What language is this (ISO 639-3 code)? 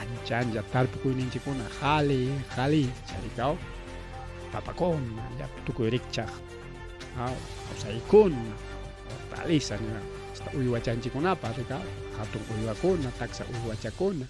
quy